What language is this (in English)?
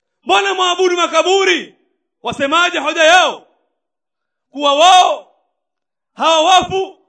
Swahili